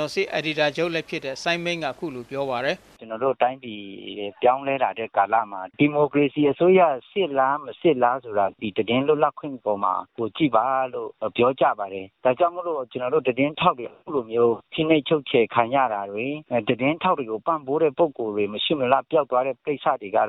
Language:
Burmese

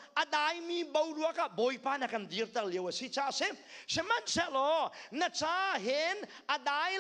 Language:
Hakha Chin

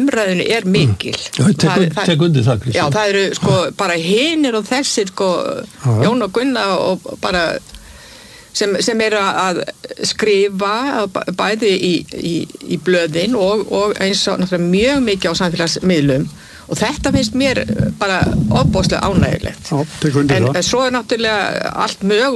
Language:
Icelandic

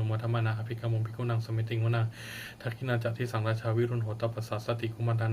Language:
Pali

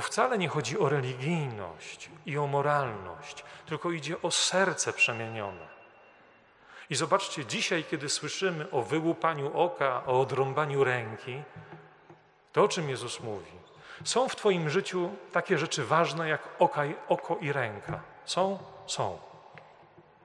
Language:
Polish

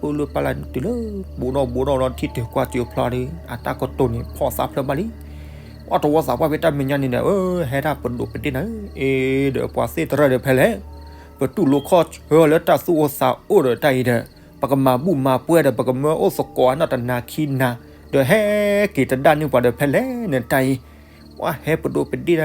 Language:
S'gaw Karen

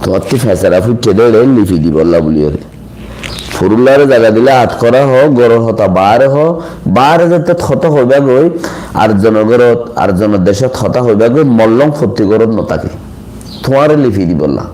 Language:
Rohingya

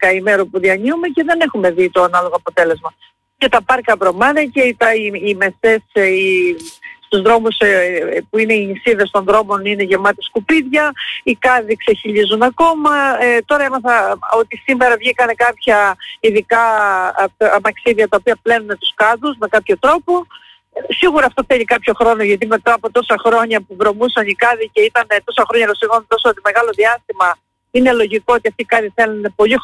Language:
Greek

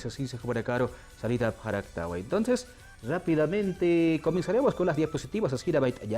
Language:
Aymara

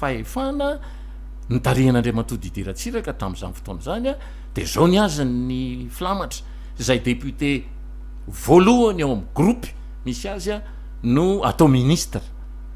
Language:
Malagasy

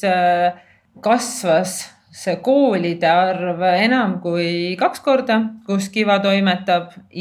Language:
Estonian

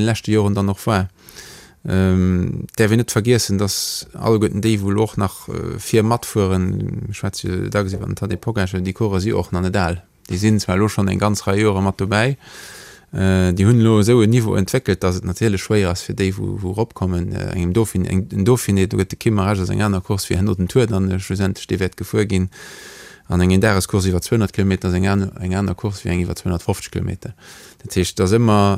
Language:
Luxembourgish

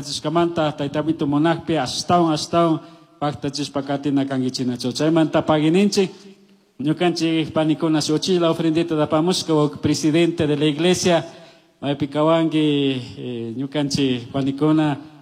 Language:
Chimborazo Highland Quichua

